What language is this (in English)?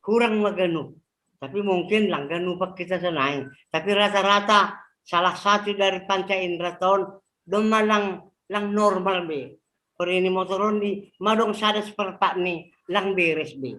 Batak Simalungun